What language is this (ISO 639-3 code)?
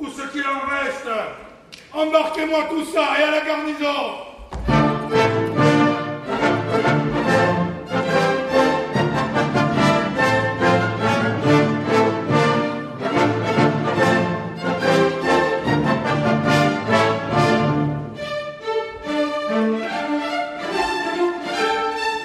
fra